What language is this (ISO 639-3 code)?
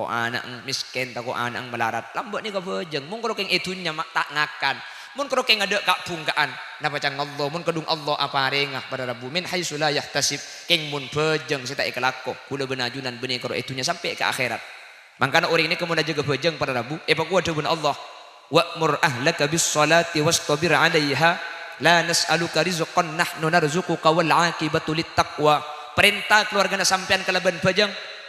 mad